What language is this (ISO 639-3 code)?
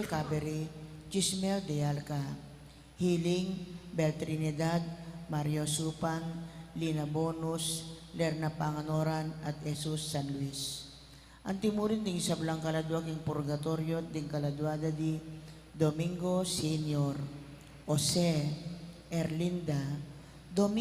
pam